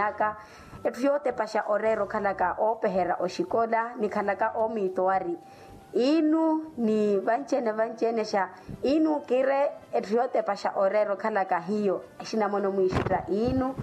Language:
Makhuwa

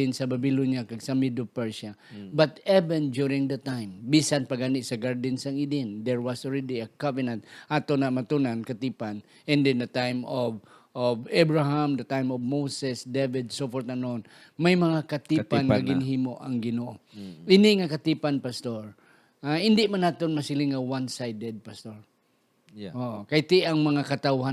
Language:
Hiligaynon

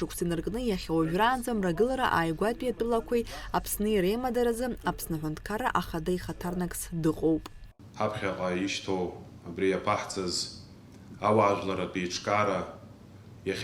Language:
Abkhazian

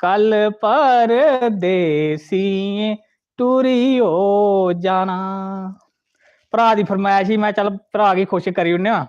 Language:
Dogri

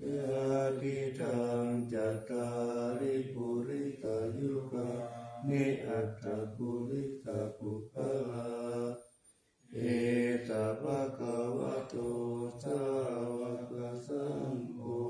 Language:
Pali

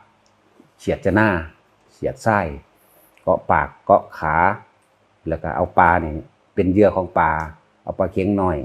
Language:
Northeastern Thai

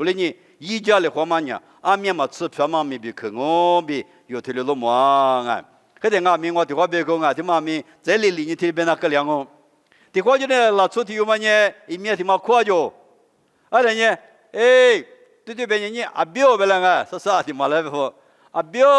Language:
Lisu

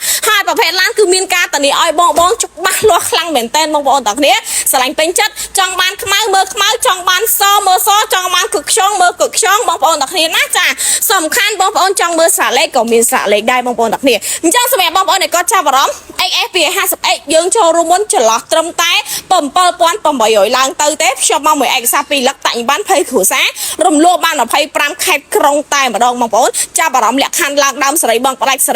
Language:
Khmer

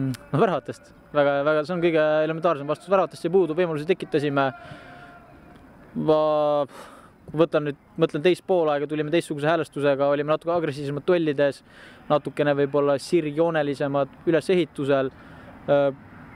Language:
Estonian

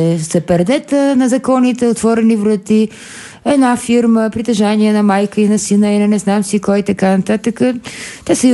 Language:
Bulgarian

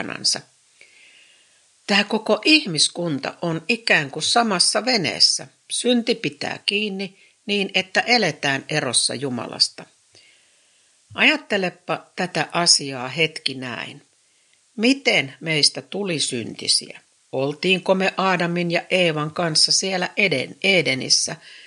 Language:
Finnish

